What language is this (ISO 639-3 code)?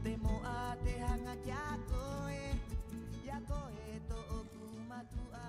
rap